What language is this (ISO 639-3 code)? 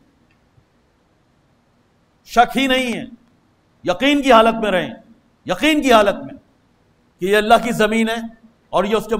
urd